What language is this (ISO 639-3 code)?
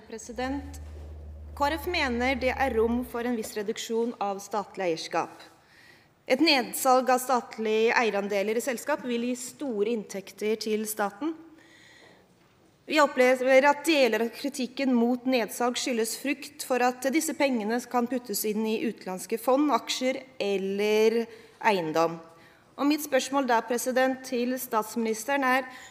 nor